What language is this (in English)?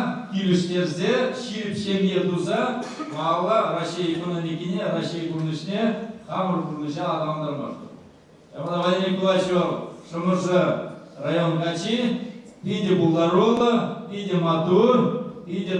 Chuvash